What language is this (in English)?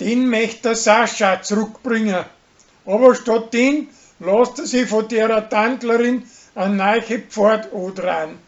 Bavarian